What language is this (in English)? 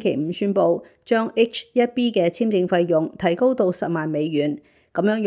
Cantonese